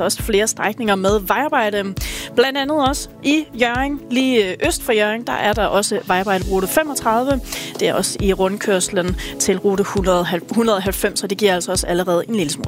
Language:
Danish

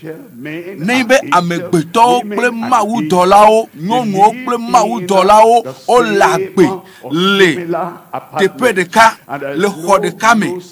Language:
Ewe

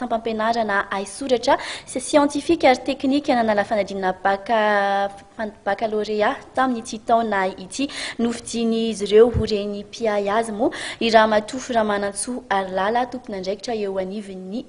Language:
Malagasy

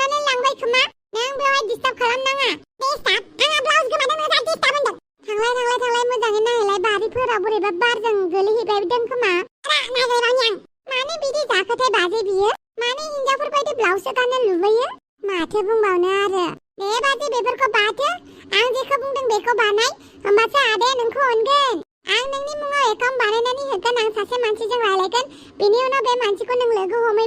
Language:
Bodo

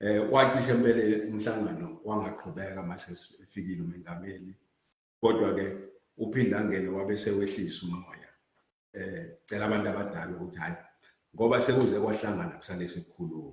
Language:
Zulu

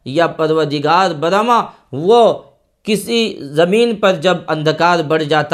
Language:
Urdu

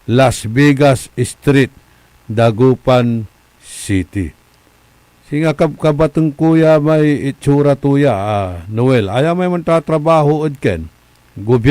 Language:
Pangasinan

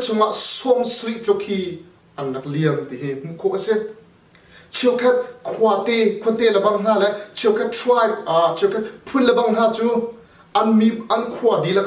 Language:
Hakha Chin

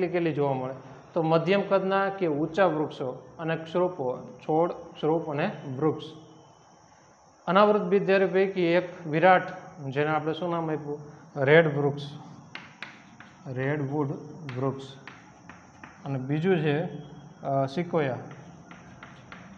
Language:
Gujarati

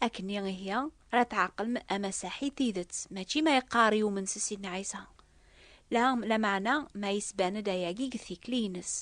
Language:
Kabyle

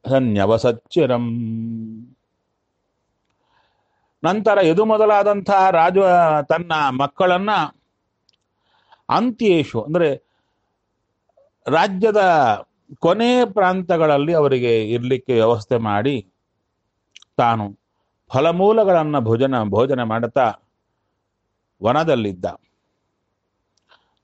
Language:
Kannada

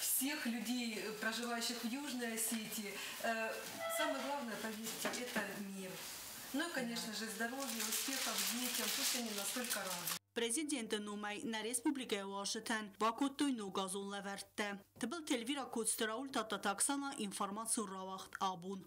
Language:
Ossetic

